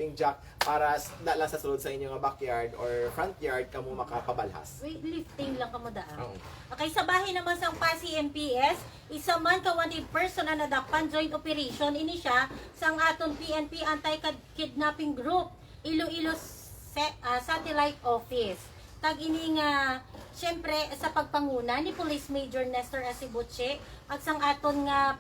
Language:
Hiligaynon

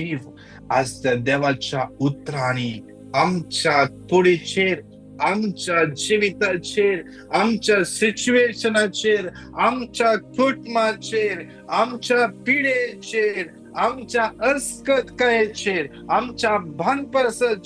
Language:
Konkani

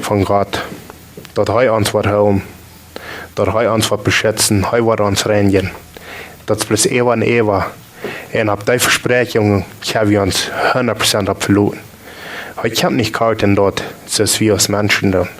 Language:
Plautdietsch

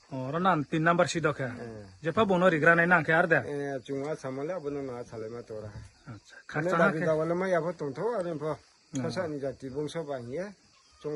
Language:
Riang (India)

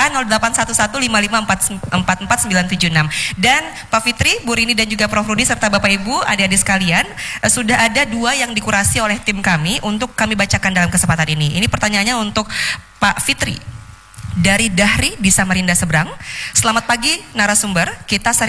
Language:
Indonesian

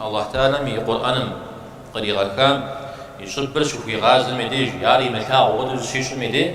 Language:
Kabardian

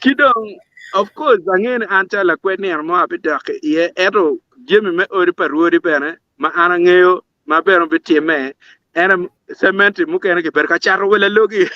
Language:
Acoli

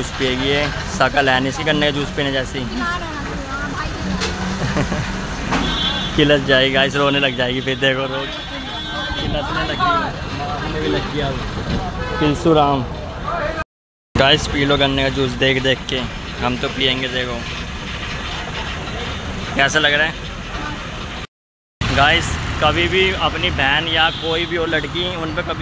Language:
Hindi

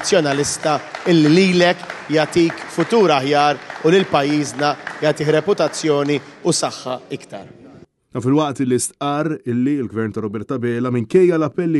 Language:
Maltese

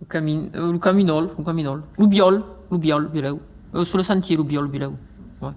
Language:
Occitan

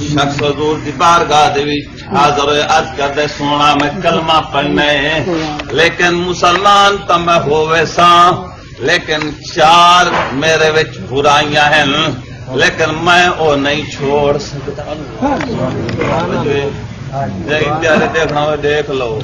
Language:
Saraiki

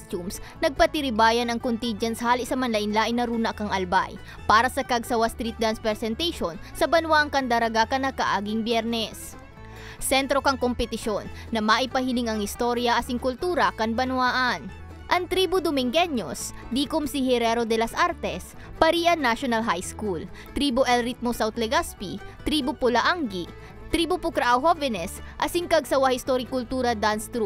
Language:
Bikol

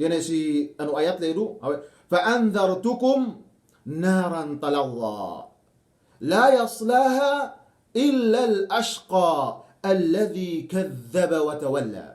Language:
Yakan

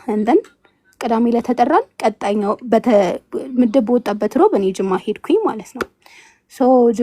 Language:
Amharic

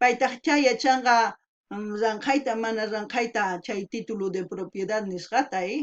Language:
South Bolivian Quechua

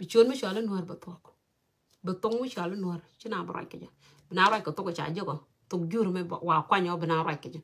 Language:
Nuer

